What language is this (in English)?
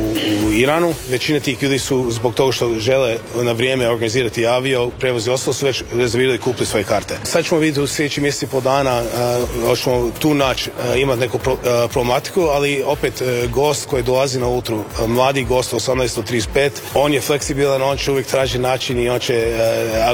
Croatian